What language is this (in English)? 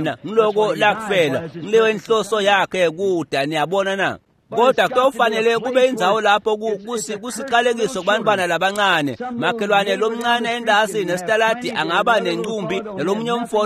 Swati